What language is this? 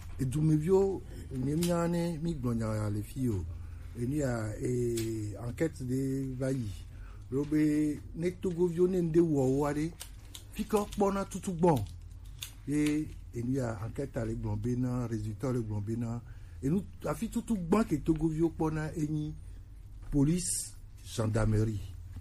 Gen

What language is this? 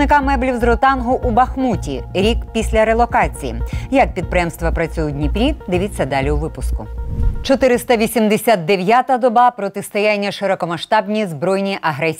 Ukrainian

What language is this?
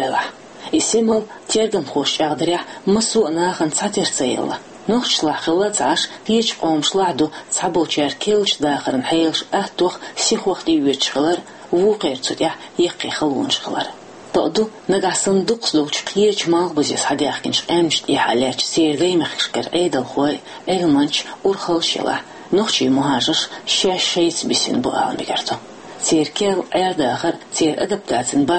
Chechen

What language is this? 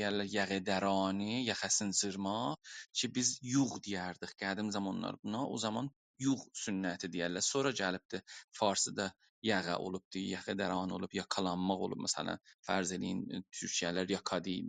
South Azerbaijani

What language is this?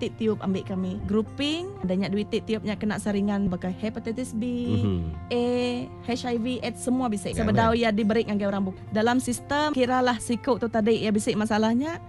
Iban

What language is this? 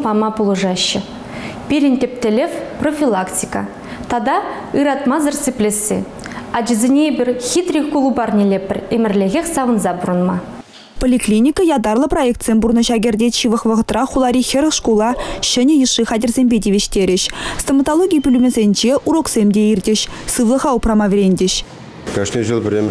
Chuvash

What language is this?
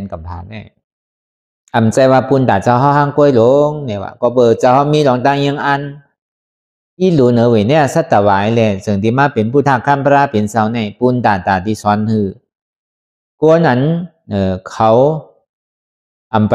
Shan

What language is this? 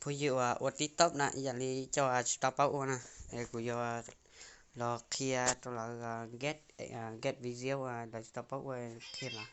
Hmong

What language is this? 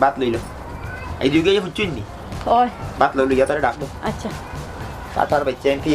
Sylheti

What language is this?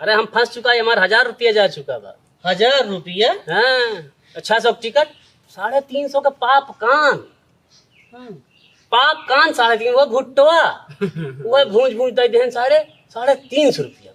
Awadhi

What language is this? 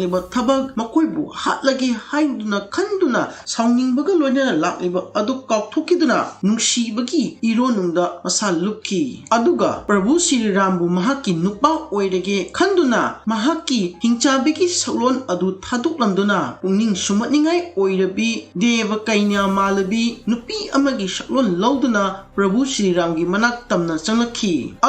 Manipuri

